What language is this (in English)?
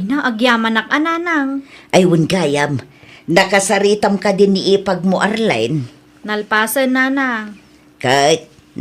Iloko